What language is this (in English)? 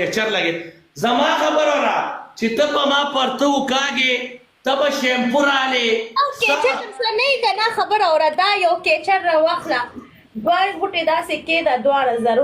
Pashto